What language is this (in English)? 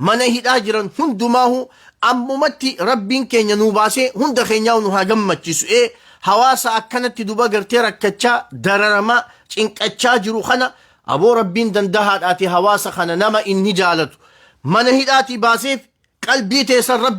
Oromo